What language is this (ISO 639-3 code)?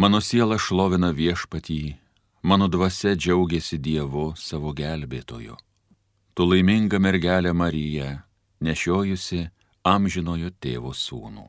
lit